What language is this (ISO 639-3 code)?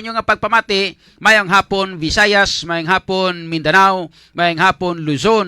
hil